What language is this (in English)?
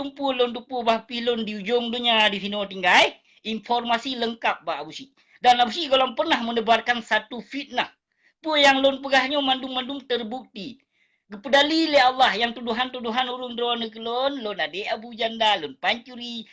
Achinese